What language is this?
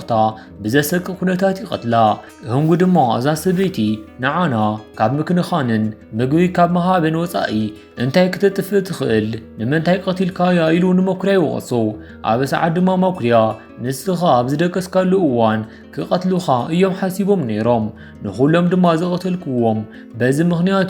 Tigrinya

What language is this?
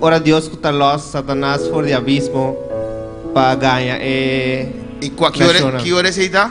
Papiamento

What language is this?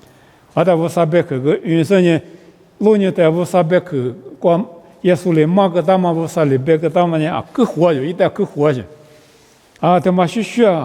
Lisu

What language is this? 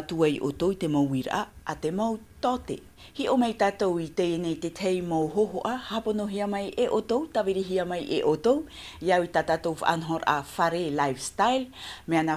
Tahitian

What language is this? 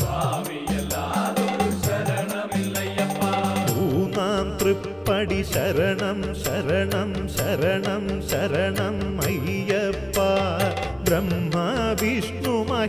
Malayalam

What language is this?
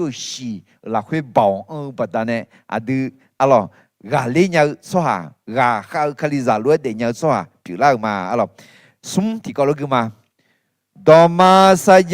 Akha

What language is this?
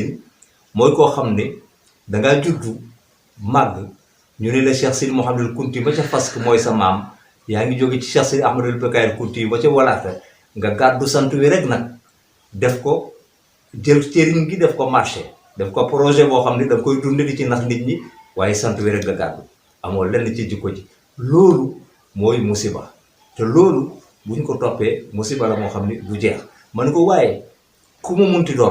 Wolof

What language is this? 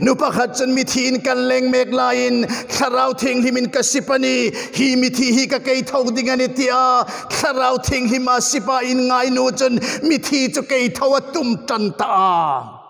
Hmar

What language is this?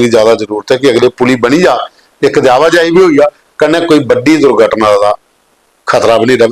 Dogri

